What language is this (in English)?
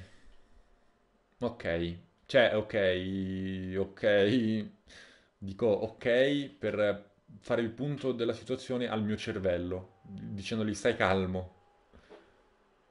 Italian